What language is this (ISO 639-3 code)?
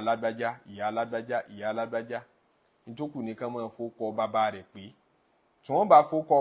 yor